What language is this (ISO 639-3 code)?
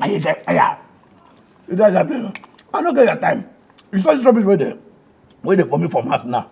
pcm